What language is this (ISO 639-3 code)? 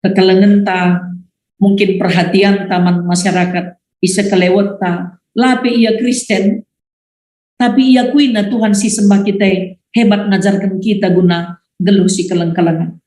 btx